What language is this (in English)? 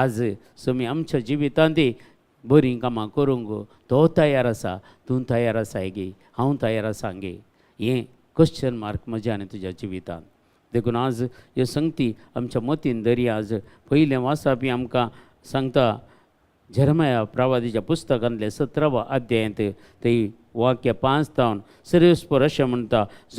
Konkani